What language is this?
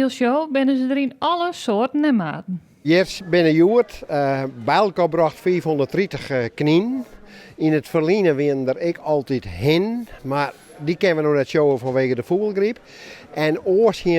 Western Frisian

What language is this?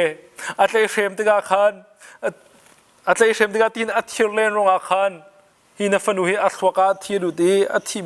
Hakha Chin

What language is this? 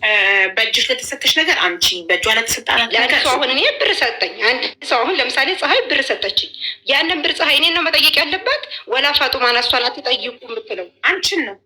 Amharic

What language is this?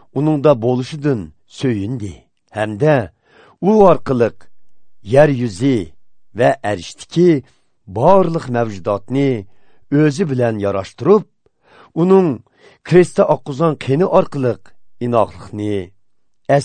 Uyghur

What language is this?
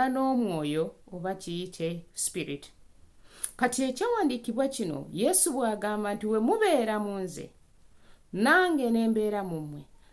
Ganda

